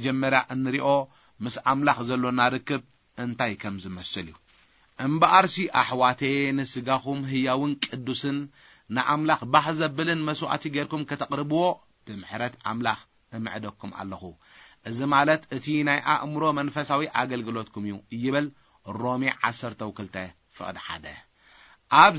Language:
Tigrinya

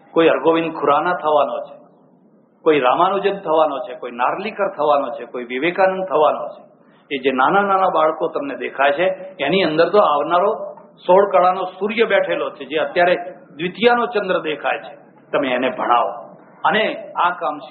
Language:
Gujarati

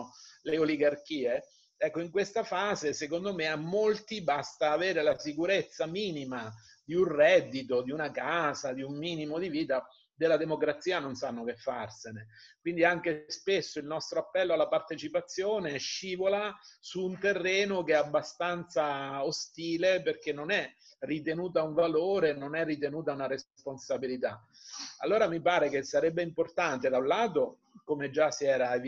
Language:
Italian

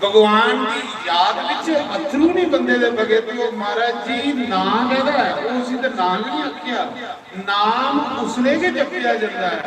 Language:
Dogri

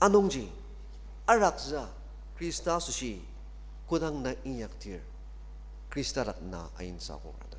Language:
Ao Naga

